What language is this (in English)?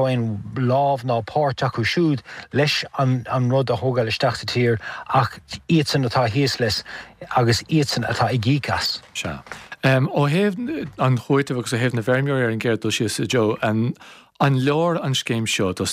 Irish